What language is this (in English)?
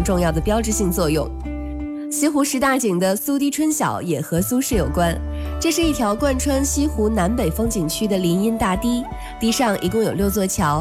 Chinese